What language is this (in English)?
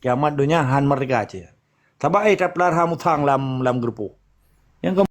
Achinese